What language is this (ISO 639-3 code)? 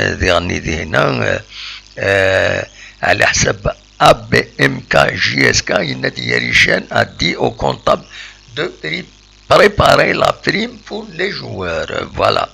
kab